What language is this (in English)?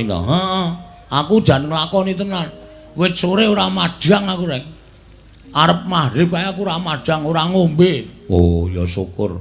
Javanese